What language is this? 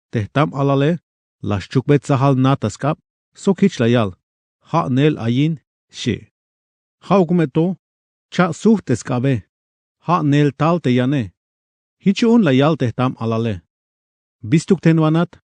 Tzeltal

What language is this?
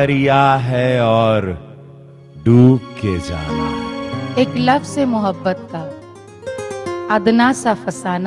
Bhojpuri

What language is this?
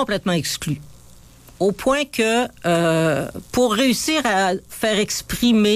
French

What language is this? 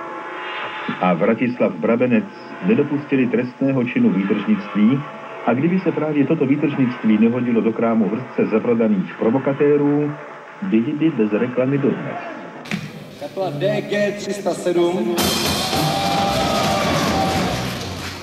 Czech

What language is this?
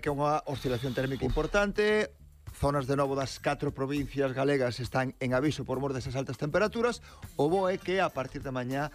Galician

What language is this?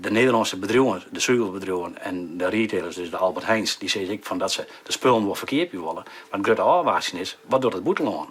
Western Frisian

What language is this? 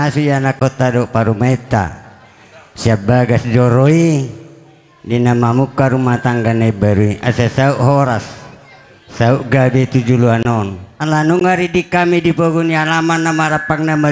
Batak Toba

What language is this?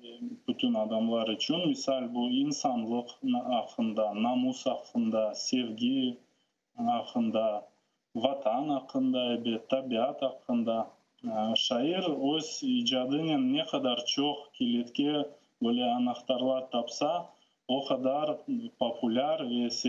Crimean Tatar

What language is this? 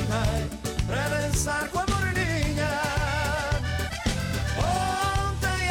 Portuguese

